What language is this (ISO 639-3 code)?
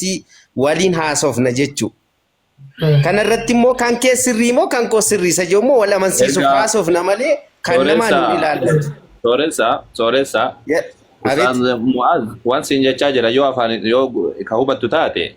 orm